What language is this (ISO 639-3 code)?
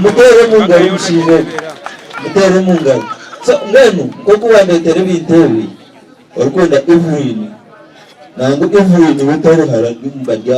nyn